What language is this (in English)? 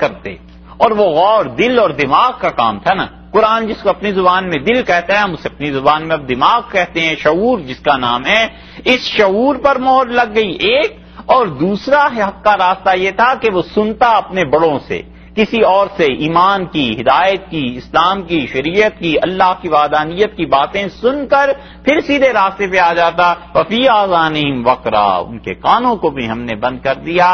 Urdu